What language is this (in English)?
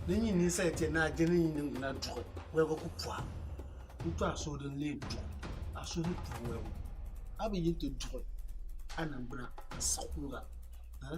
Dagbani